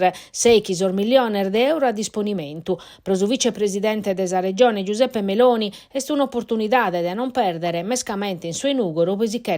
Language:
Sardinian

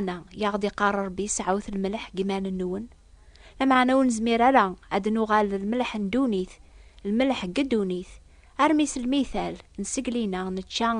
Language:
Kabyle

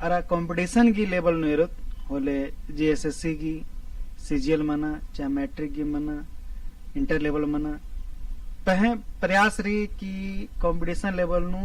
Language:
Kurukh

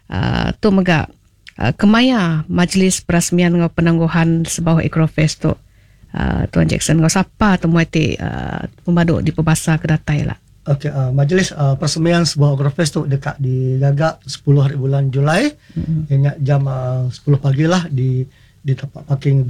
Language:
Iban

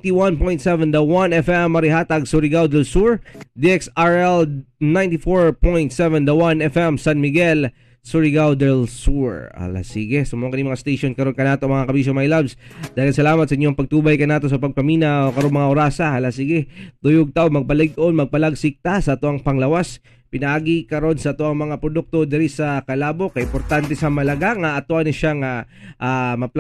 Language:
Cebuano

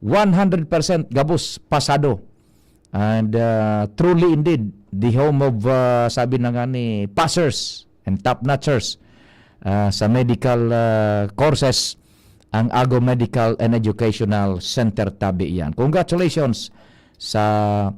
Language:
Bikol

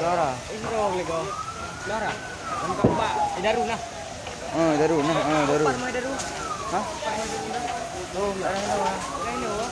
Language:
Achinese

